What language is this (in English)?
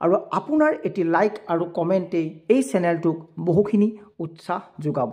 Assamese